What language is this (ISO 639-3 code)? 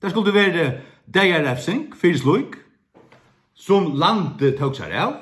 fao